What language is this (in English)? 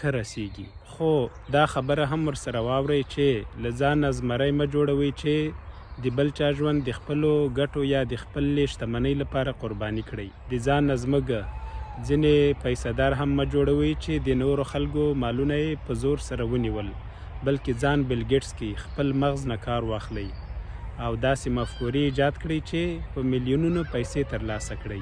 Pashto